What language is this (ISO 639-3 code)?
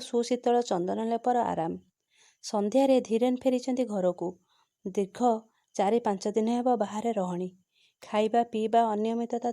ori